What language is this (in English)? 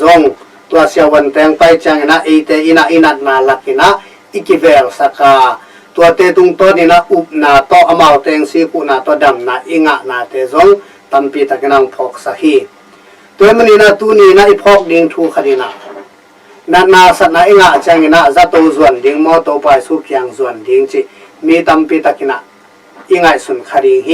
Tedim Chin